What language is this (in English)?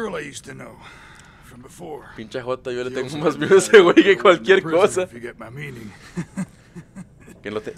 Spanish